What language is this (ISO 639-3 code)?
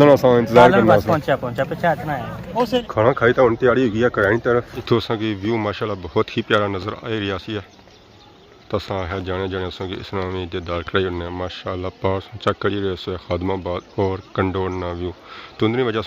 phr